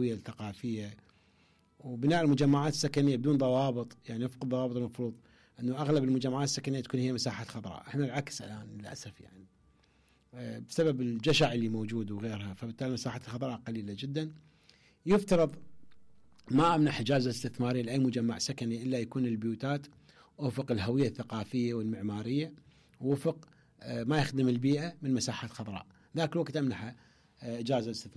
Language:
Mesopotamian Arabic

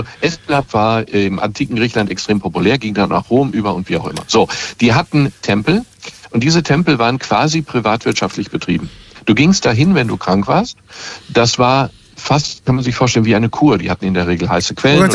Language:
German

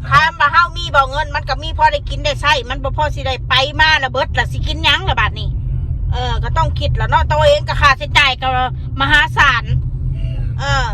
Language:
Northeastern Thai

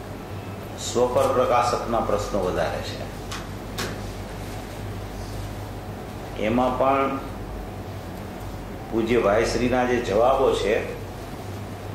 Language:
Gujarati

